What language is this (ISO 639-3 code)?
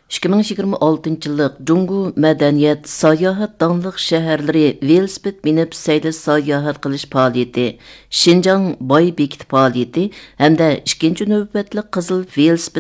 uig